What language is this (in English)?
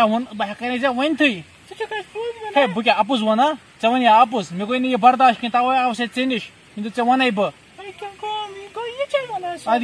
Kashmiri